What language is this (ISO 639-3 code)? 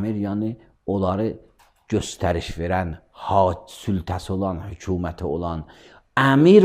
aze